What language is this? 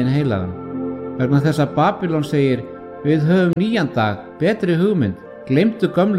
Icelandic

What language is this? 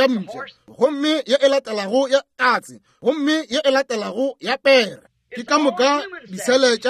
Northern Sotho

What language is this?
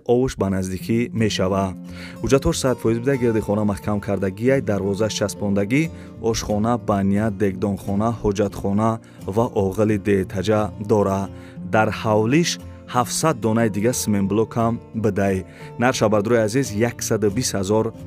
Tajik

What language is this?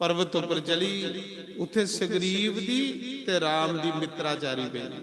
Dogri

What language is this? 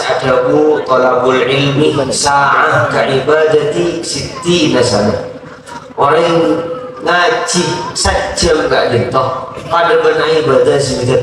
Madurese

